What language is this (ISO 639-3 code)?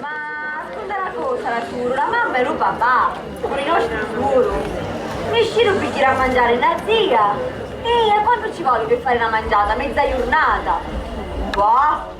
scn